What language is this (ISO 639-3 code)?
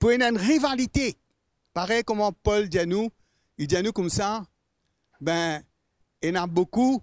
mfe